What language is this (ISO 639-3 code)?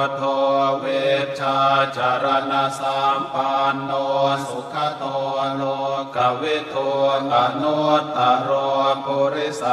pli